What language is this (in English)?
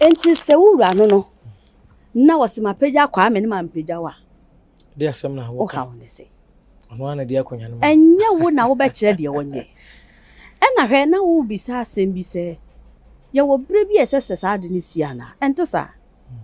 Akan